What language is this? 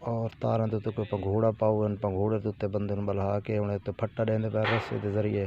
Saraiki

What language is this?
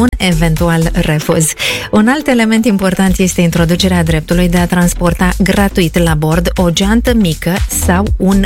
Romanian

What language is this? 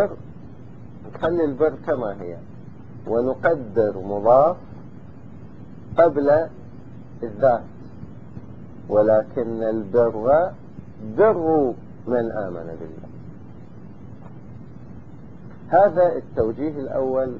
Arabic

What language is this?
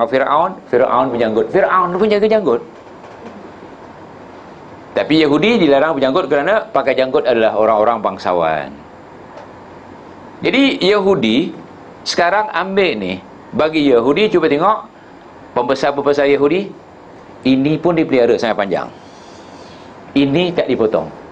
Malay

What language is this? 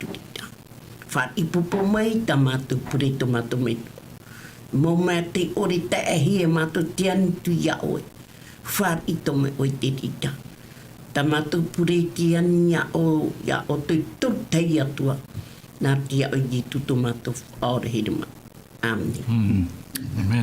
Tahitian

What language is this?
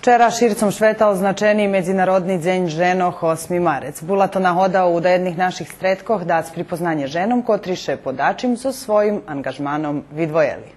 Rusyn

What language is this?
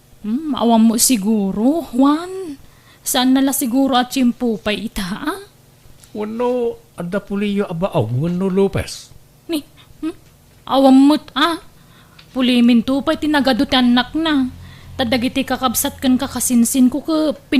Iloko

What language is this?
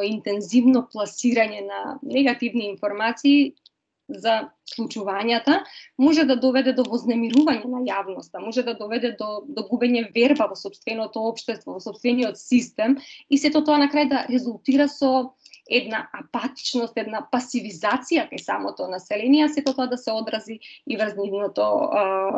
Macedonian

